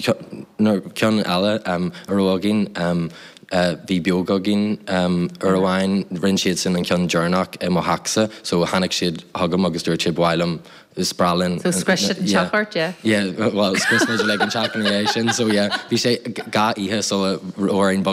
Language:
Irish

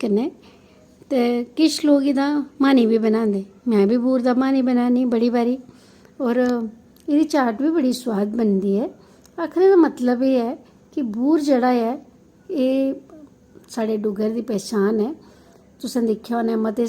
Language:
Dogri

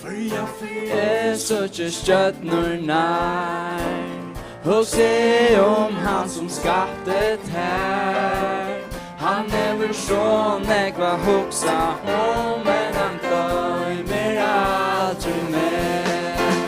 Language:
Faroese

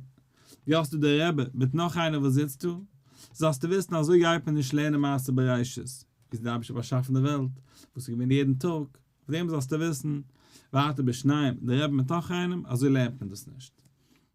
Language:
Yiddish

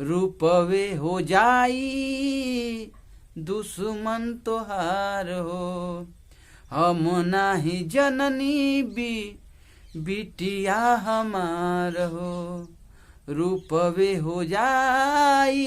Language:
Bhojpuri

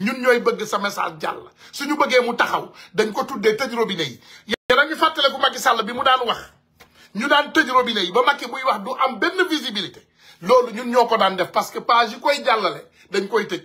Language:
Wolof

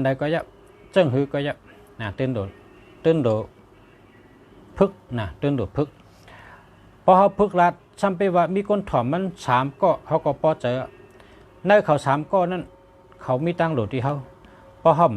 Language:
Shan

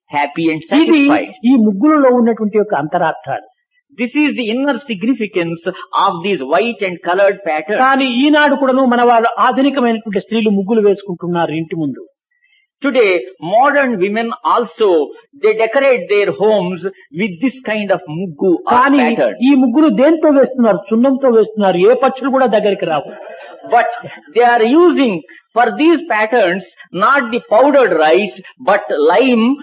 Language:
Telugu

